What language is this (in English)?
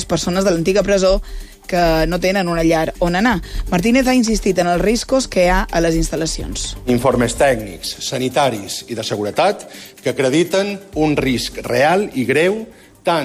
Catalan